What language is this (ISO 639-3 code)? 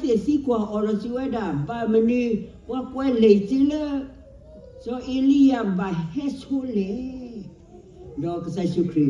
ksw